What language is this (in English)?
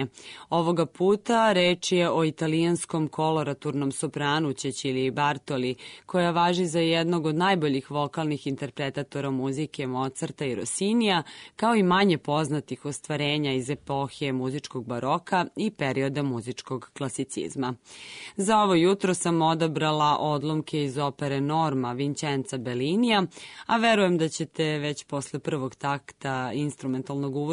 Serbian